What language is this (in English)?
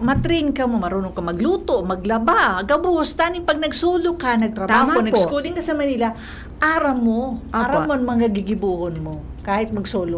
Bikol